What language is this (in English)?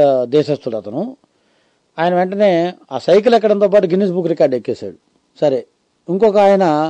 Telugu